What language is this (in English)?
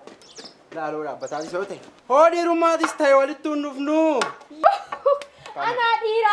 Oromo